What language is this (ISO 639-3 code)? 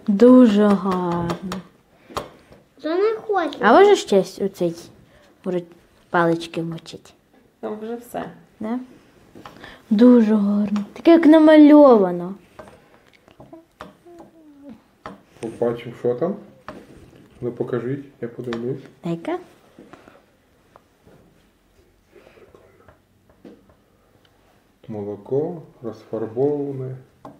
ukr